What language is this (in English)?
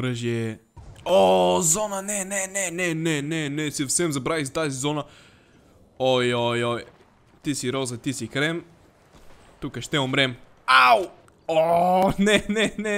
Bulgarian